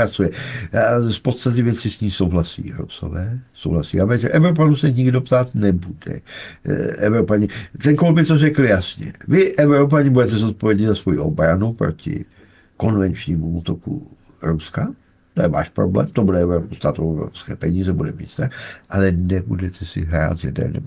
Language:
Czech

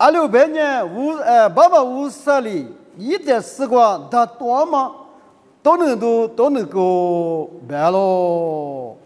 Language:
Lisu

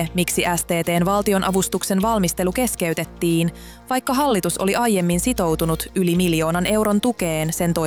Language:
Finnish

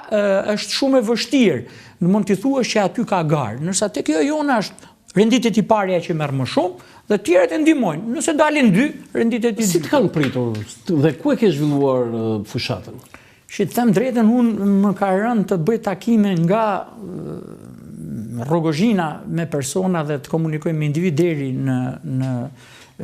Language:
Albanian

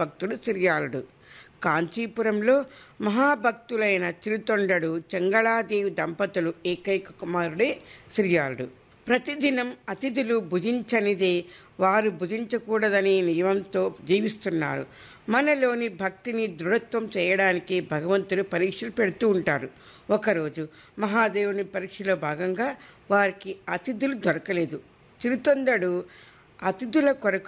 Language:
Telugu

